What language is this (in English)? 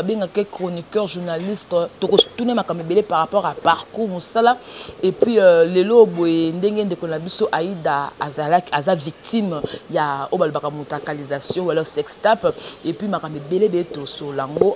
Lingala